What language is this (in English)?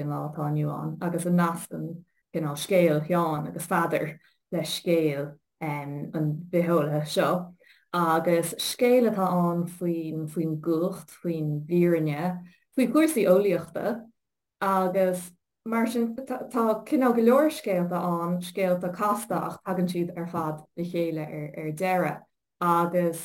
Irish